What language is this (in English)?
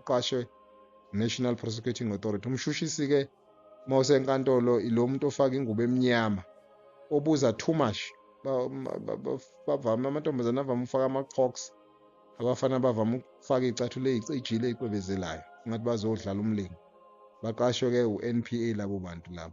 Zulu